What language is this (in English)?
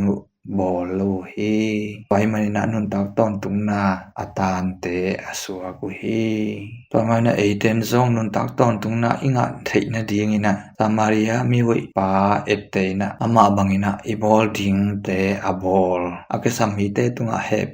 Tedim Chin